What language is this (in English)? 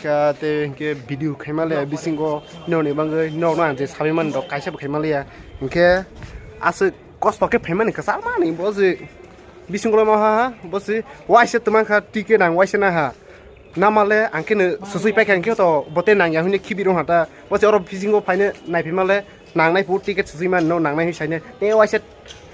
Kok Borok